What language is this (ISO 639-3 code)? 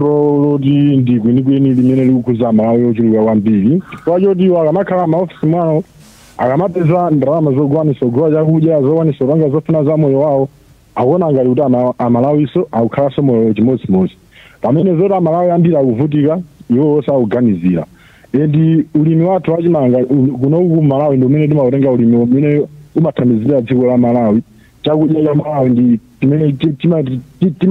nya